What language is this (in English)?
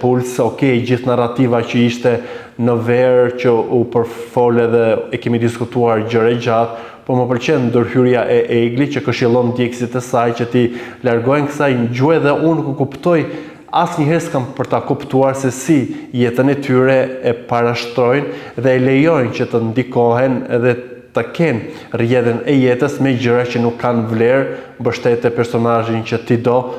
Albanian